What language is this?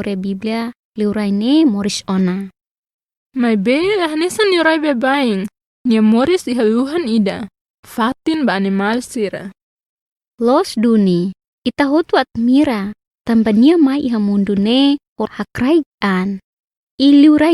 Tetum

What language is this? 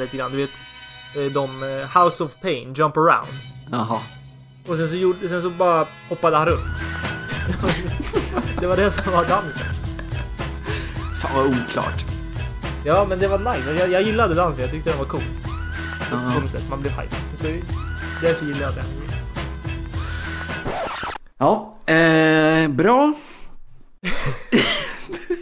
Swedish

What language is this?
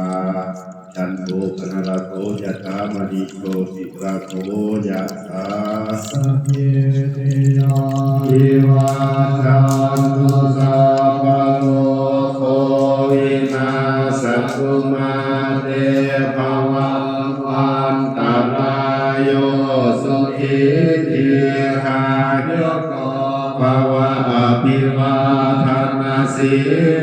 Pali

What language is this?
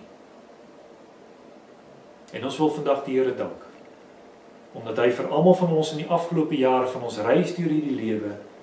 Afrikaans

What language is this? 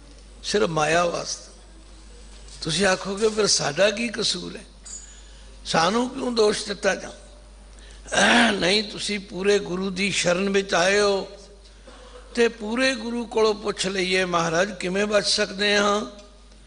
Punjabi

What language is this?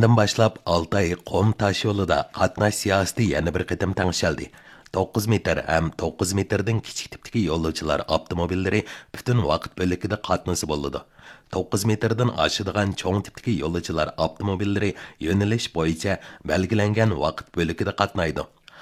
Uyghur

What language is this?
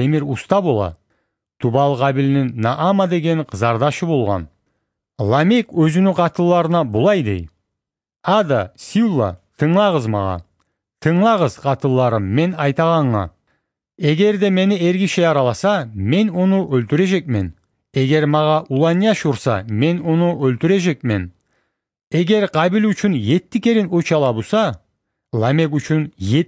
Kumyk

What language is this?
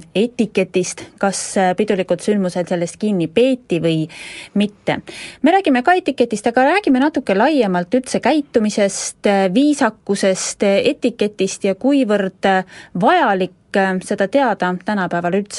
Estonian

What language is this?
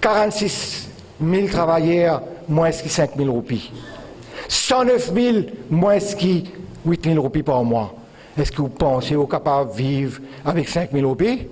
Morisyen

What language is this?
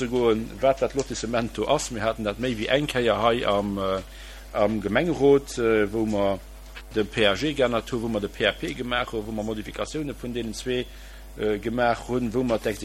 Luxembourgish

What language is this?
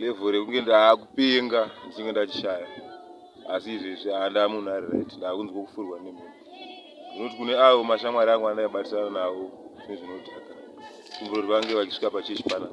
Shona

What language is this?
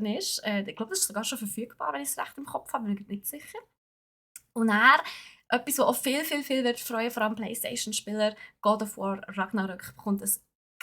Swiss German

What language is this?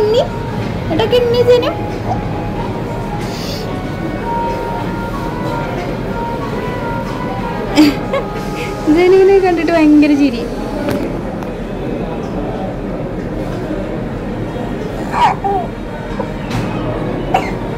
Malayalam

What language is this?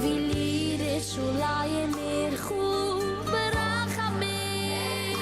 Yiddish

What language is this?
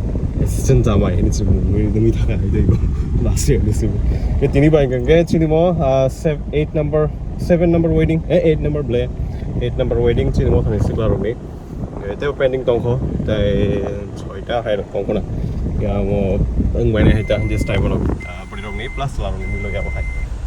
Kok Borok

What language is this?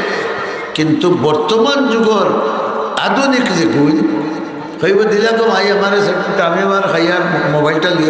Sylheti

